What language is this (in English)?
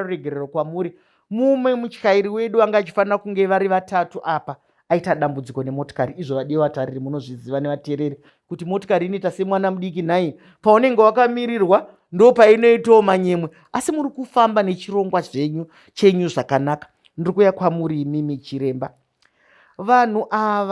Shona